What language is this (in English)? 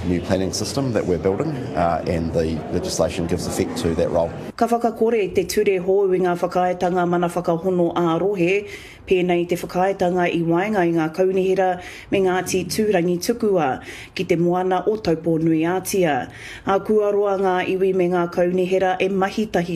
Māori